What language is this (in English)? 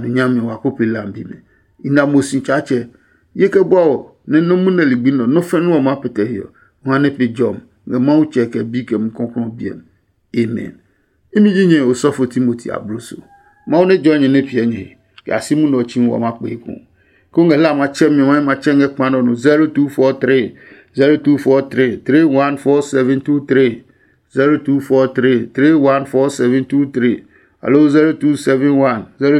Adangme